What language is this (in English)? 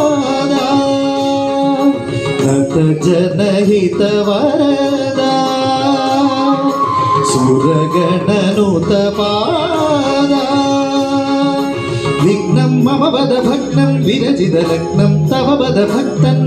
Malayalam